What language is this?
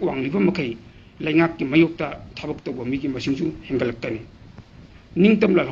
Manipuri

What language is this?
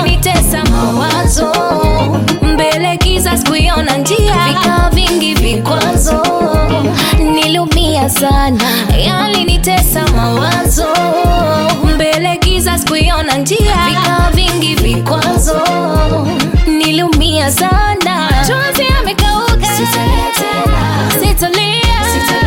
Swahili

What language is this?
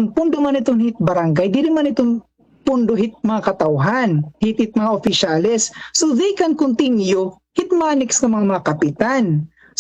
Waray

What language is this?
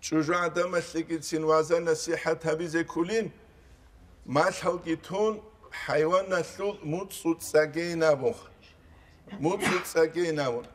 Avaric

